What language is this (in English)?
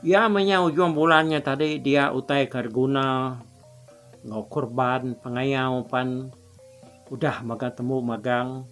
Iban